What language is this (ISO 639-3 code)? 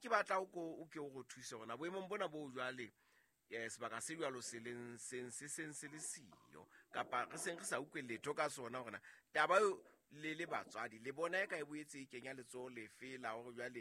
sot